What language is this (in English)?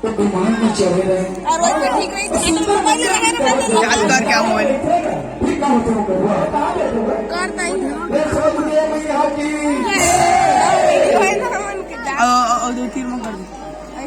Chhattisgarhi